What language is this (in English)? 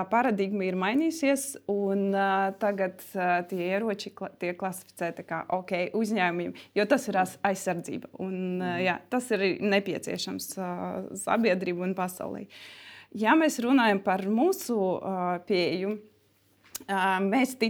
Latvian